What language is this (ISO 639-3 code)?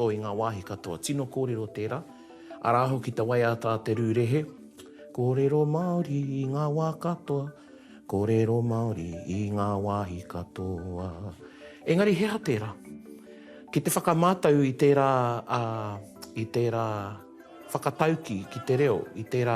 mri